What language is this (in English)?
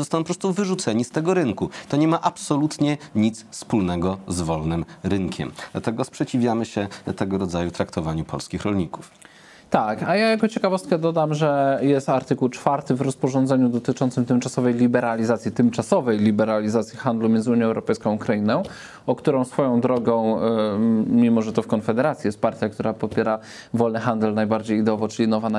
Polish